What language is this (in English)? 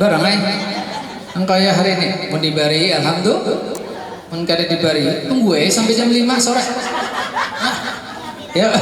Banjar